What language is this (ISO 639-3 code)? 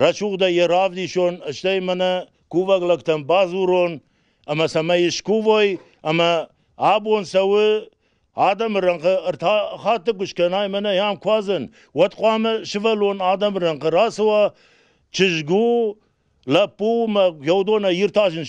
oss